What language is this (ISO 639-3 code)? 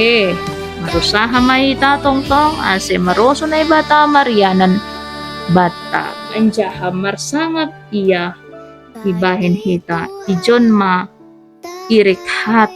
bts